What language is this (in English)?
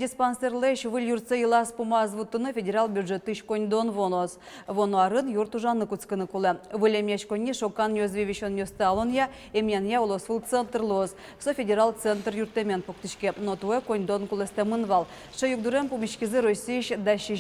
Udmurt